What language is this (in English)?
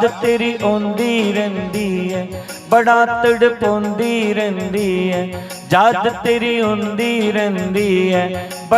Dogri